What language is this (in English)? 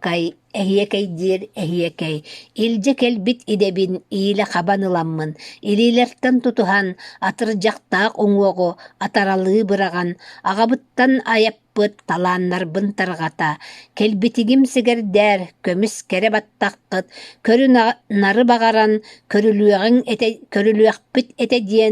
Yakut